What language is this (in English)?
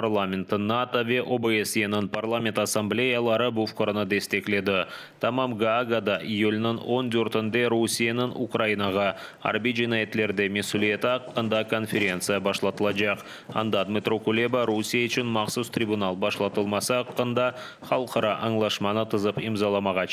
Crimean Tatar